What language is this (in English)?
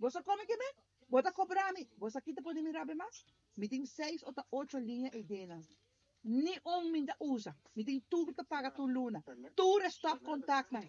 Papiamento